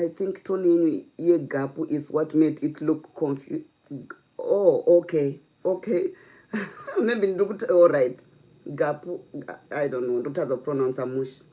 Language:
Shona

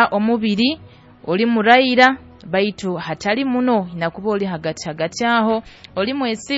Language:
Nyoro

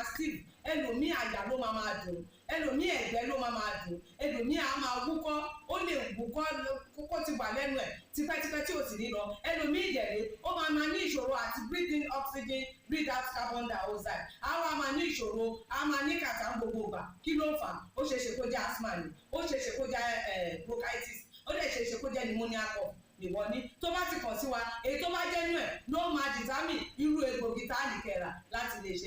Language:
Yoruba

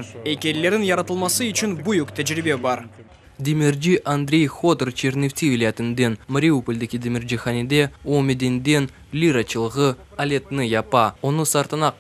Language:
Crimean Tatar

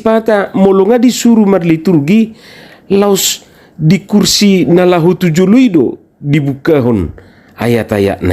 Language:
Batak Toba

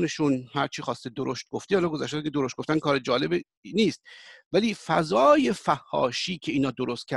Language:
Persian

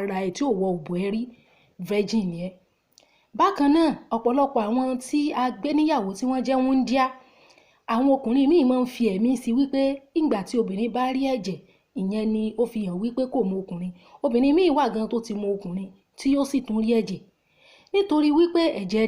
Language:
Yoruba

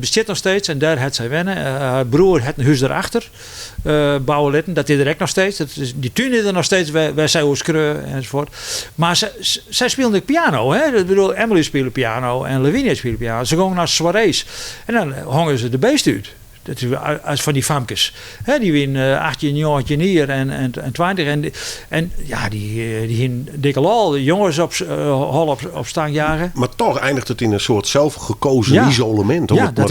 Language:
Western Frisian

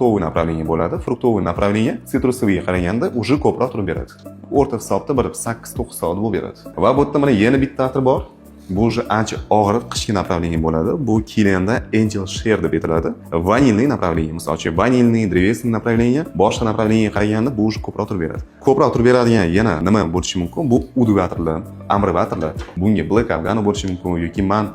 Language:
Uzbek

